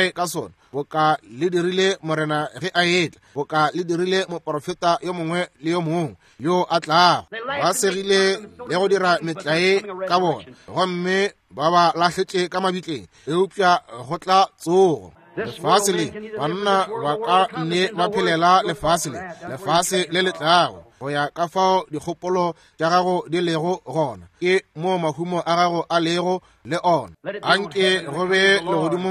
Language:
Northern Sotho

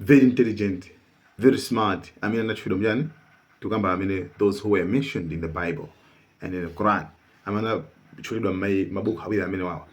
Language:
Nyanja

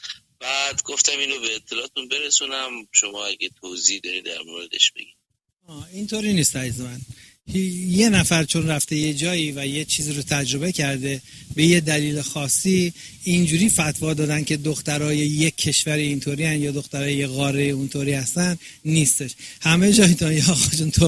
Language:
Persian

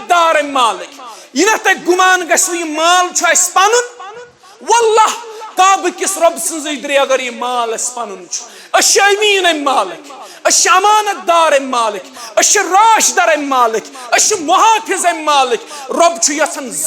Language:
Kashmiri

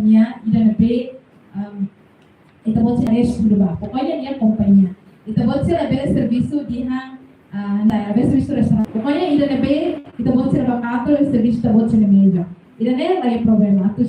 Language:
Tetum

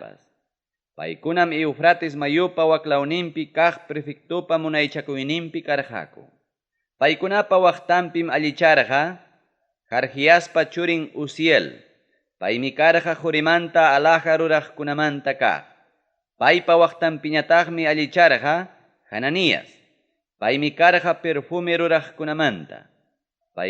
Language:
Ayacucho Quechua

